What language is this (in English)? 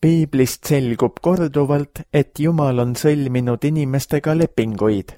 Estonian